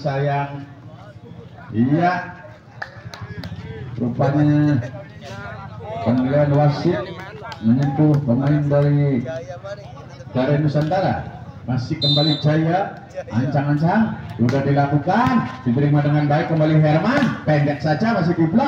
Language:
Indonesian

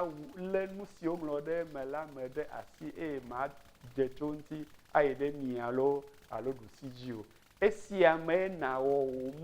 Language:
Ewe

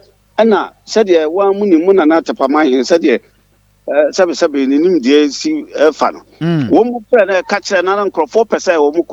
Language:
Akan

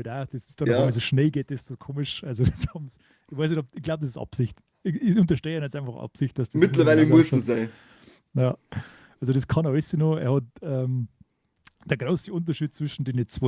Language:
Bavarian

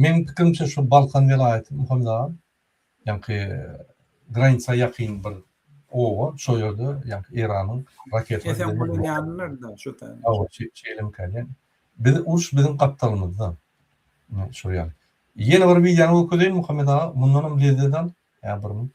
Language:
Turkmen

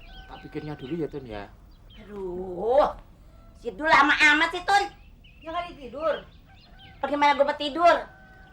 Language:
Betawi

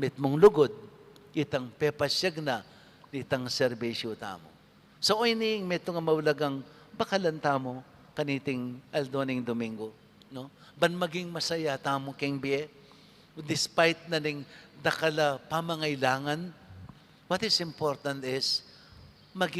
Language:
Pampanga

